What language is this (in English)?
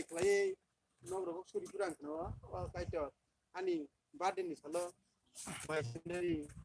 Kok Borok